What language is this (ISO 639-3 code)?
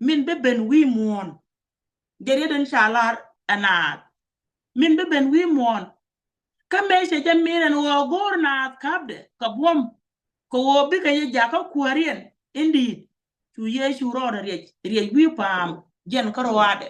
nus